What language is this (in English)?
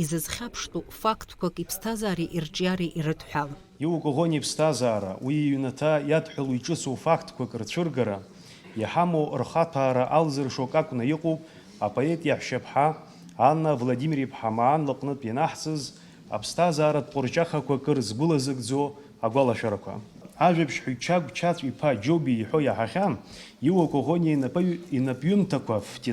Abkhazian